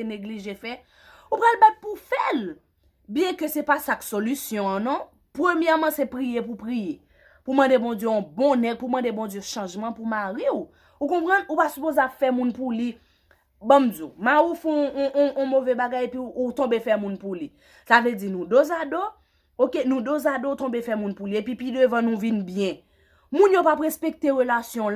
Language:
Haitian Creole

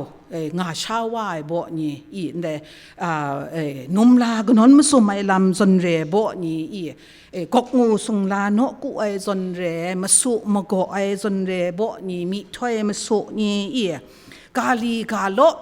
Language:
Kachin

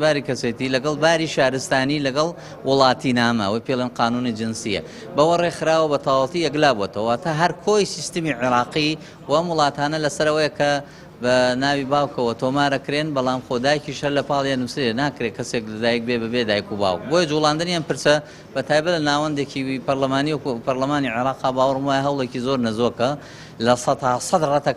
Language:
Central Kurdish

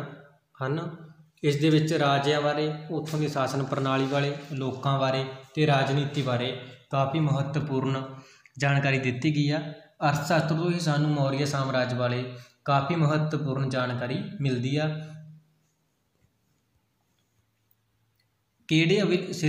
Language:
Punjabi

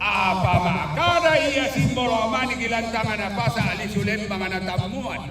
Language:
Toraja-Sa'dan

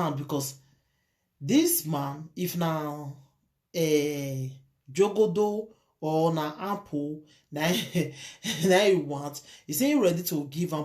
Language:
Nigerian Pidgin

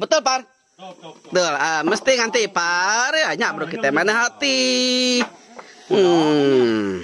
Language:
Iban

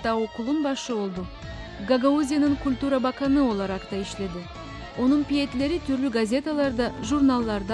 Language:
Gagauz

